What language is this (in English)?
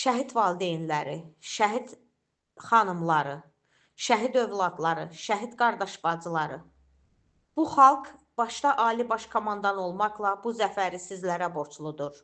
Azerbaijani